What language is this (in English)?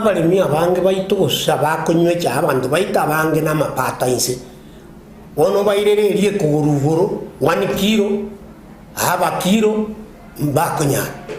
Gusii